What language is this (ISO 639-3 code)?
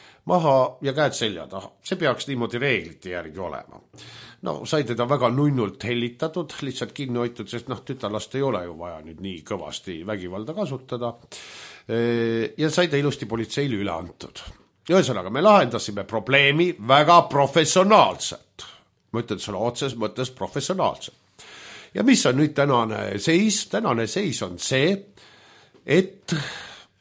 est